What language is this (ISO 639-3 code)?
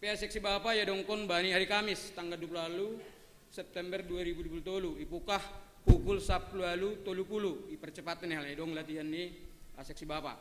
bts